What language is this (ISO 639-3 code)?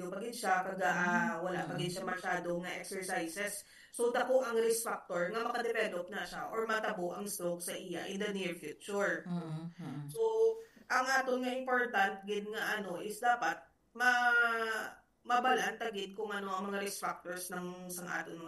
hil